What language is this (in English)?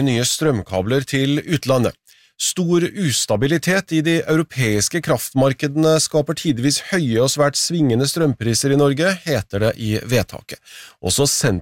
Norwegian